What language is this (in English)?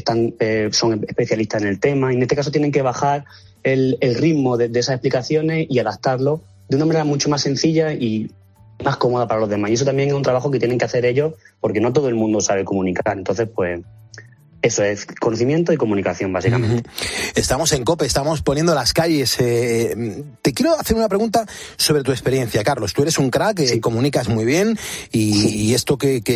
Spanish